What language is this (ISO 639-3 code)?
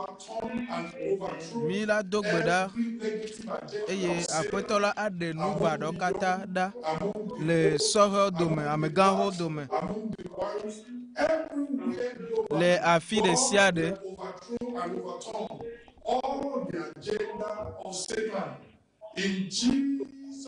ewe